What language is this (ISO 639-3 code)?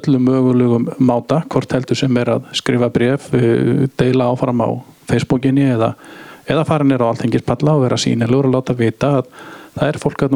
isl